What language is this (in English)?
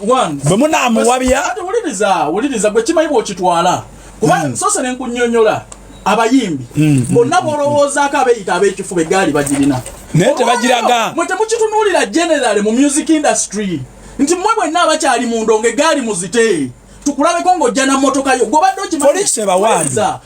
Ganda